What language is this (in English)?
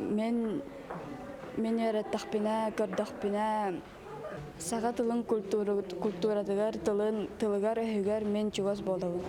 Yakut